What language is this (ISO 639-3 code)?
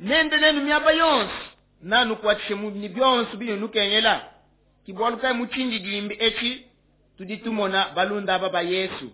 lua